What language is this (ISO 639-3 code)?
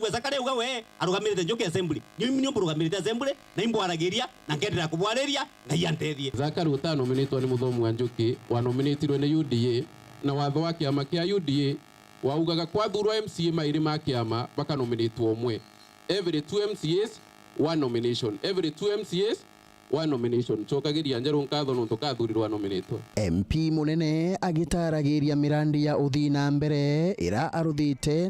mer